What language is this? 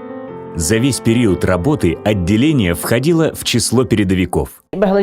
Yakut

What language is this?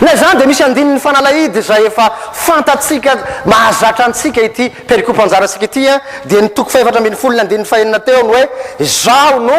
Malagasy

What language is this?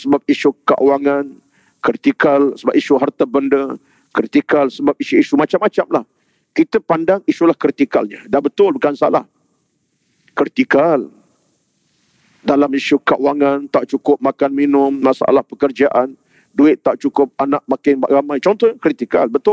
Malay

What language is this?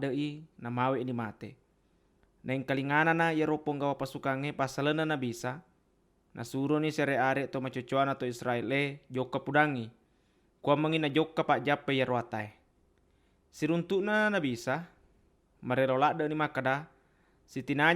Buginese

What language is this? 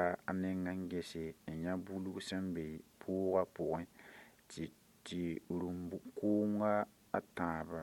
Mossi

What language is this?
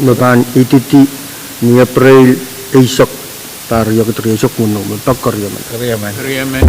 Pohnpeian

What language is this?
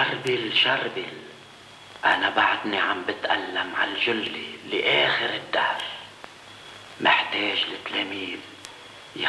North Levantine Arabic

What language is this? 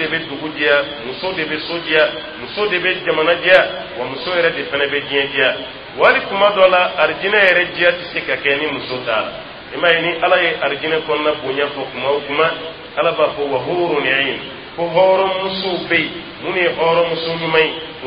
Dyula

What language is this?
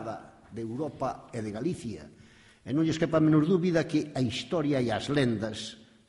Galician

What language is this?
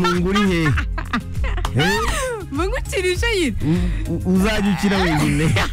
Kinyarwanda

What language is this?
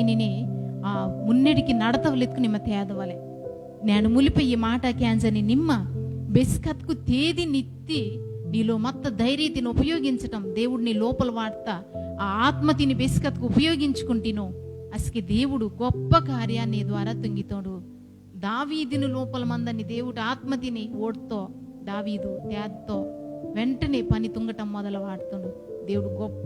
Koya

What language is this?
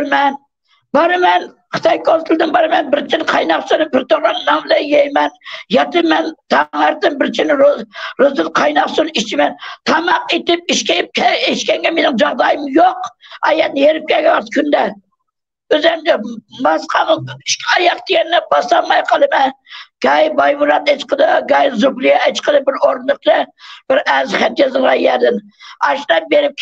Uyghur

